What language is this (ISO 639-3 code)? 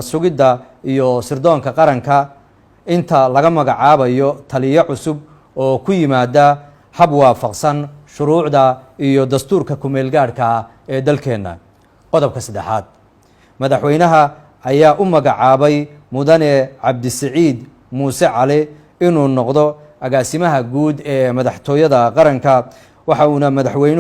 som